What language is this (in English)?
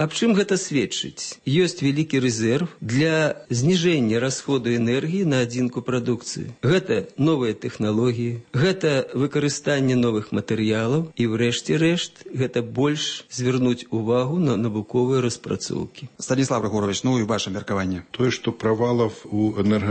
Belarusian